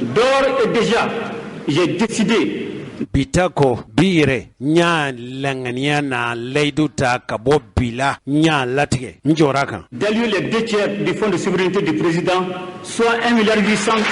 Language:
Bambara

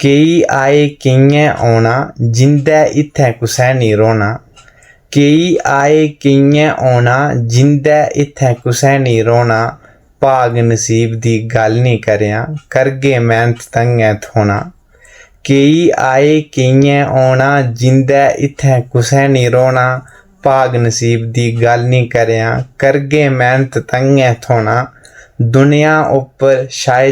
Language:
Dogri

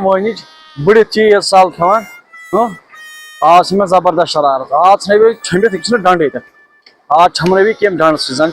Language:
Kashmiri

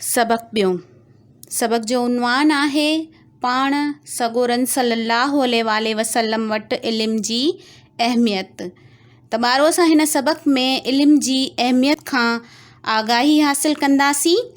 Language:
Sindhi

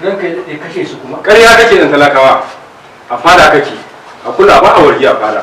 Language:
Hausa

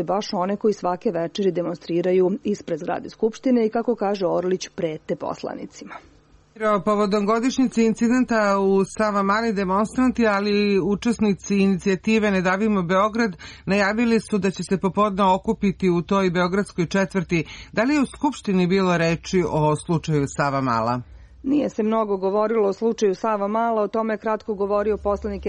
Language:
Serbian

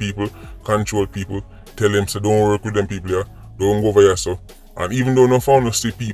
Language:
Jamaican Creole English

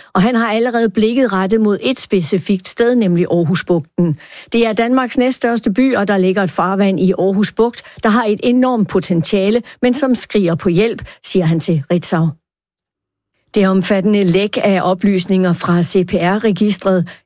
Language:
Danish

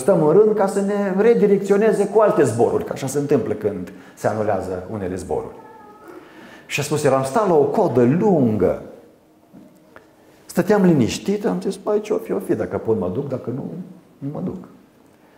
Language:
Romanian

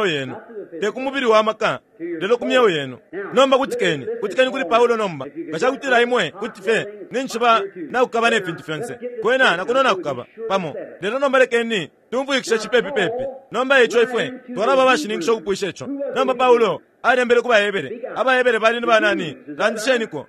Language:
Bemba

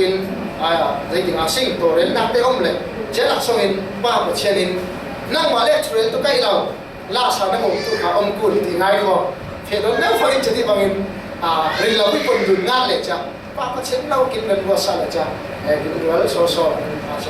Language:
Falam Chin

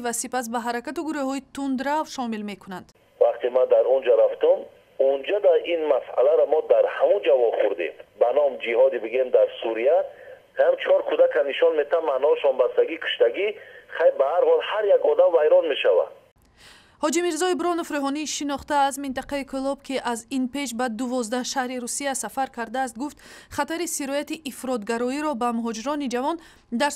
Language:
Tajik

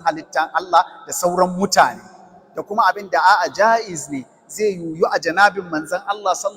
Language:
Hausa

